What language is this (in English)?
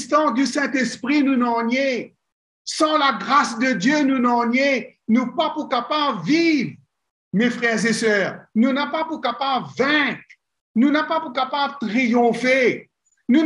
Morisyen